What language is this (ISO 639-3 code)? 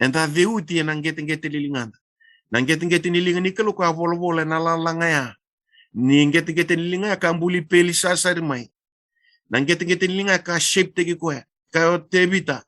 fij